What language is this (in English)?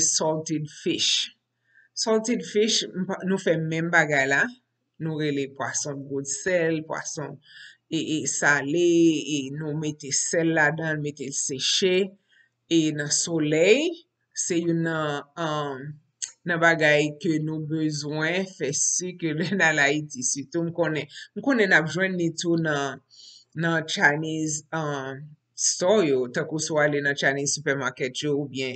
Haitian Creole